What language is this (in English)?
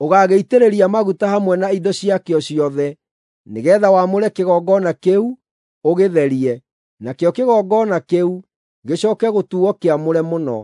Kikuyu